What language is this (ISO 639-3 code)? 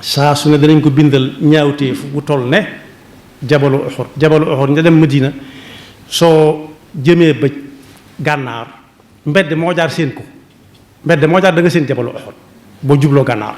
wol